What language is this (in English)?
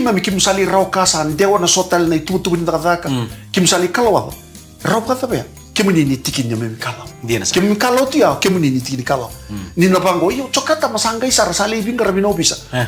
Fijian